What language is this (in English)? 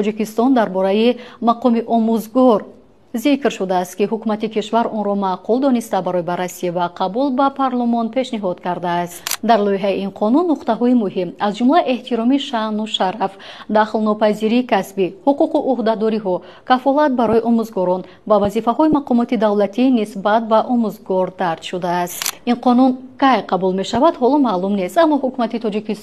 Tajik